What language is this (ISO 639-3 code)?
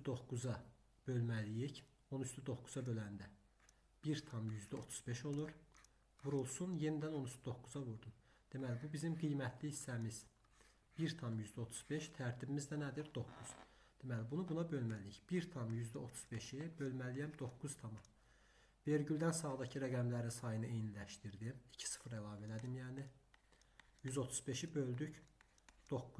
aze